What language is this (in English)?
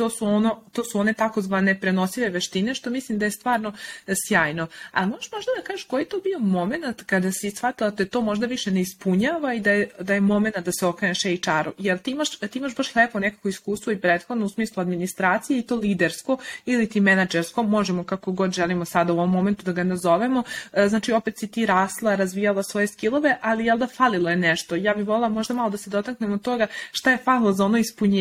Serbian